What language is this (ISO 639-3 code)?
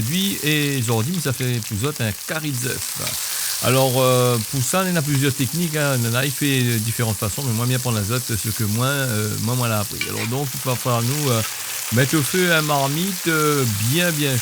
rcf